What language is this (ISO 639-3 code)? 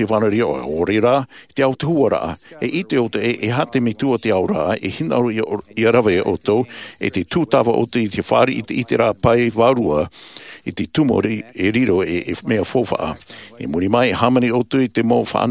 tah